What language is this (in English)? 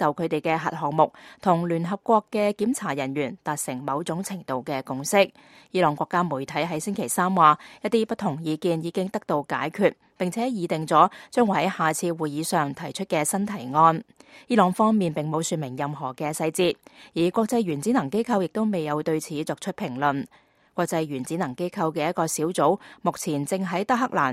Cantonese